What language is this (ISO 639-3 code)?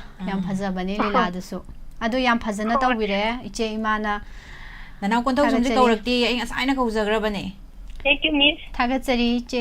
mni